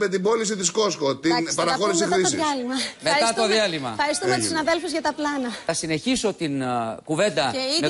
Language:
Greek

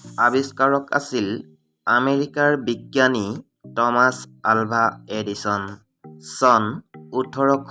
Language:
Assamese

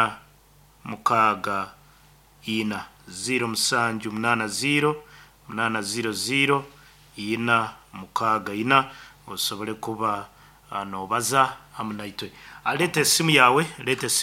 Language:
Nyoro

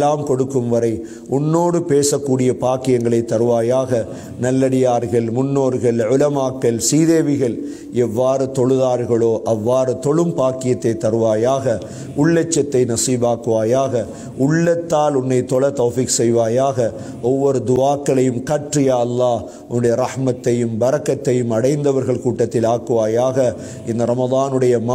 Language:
Tamil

